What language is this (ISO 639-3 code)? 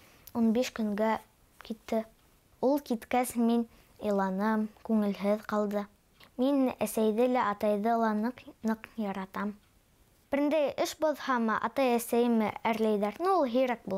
bak